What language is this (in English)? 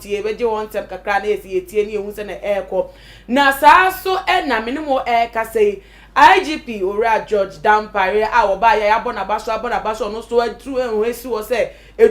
Akan